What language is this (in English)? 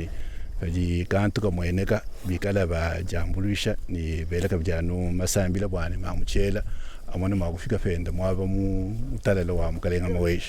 Luba-Lulua